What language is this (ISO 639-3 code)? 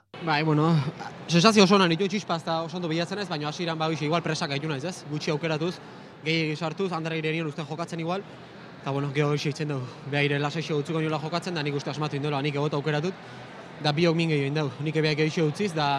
eus